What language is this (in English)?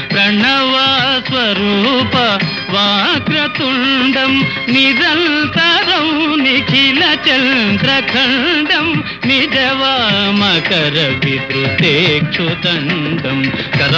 Telugu